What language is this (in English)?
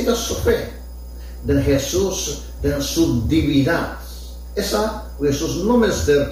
Papiamento